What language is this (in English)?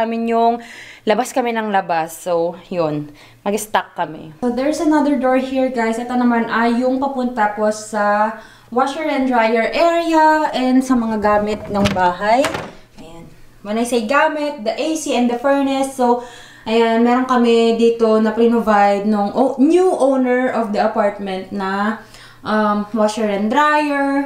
Filipino